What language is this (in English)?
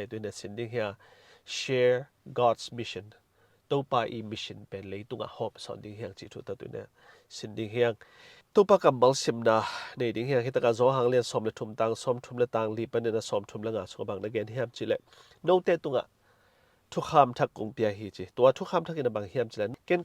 Tedim Chin